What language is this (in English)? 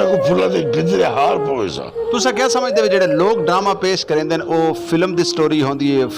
Saraiki